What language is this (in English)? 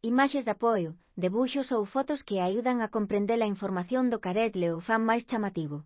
Galician